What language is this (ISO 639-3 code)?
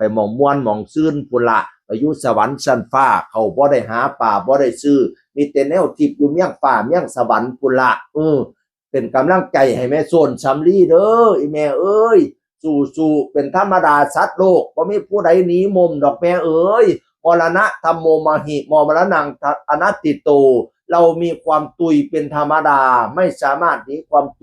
tts